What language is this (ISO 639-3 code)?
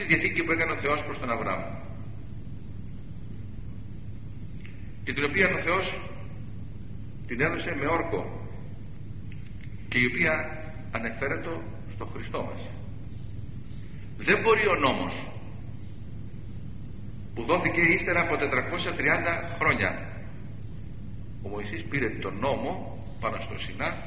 ell